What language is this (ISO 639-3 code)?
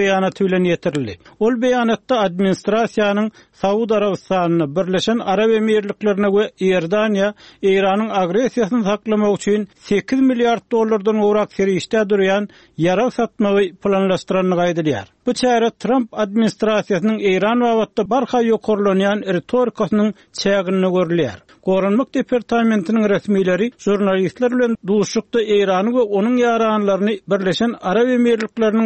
tuk